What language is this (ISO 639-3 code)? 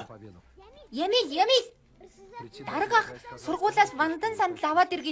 mon